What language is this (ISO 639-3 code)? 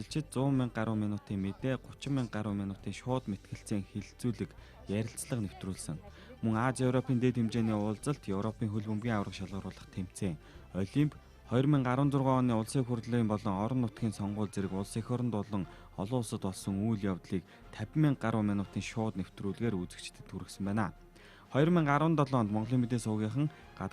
mon